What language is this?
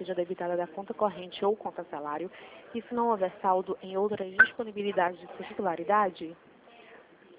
Portuguese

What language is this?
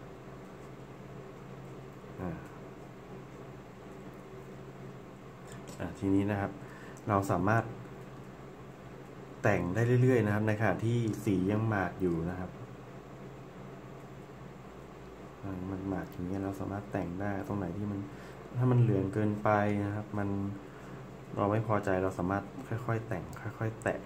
Thai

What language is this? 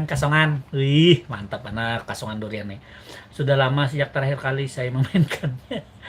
Banjar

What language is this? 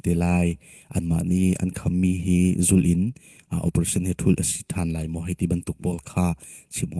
Hakha Chin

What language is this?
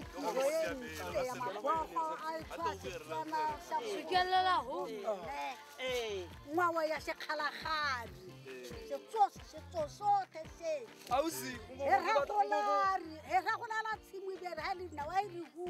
Tswana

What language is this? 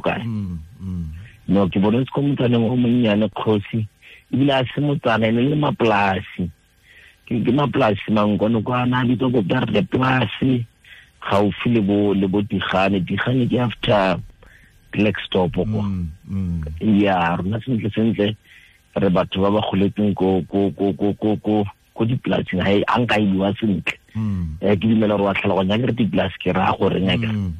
Tswana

